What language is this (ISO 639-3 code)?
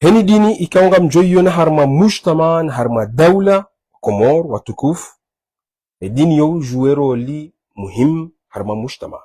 zdj